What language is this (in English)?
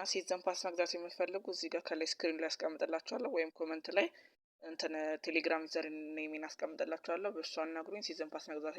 Amharic